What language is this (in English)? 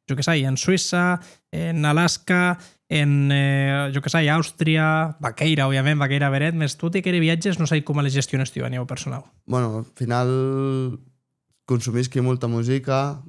Occitan